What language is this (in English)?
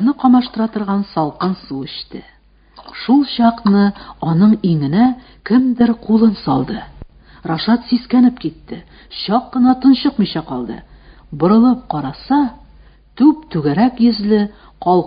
Tatar